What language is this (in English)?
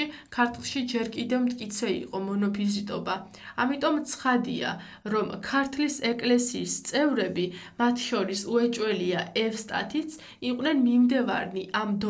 Georgian